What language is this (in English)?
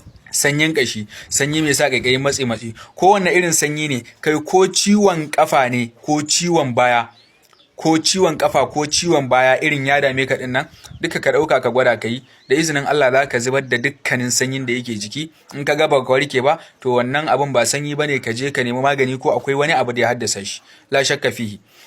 Hausa